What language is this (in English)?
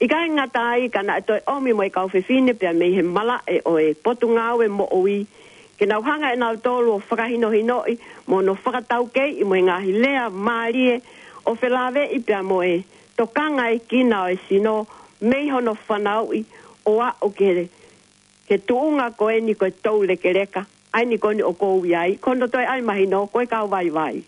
Tongan